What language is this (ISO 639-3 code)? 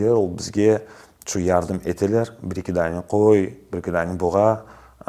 crh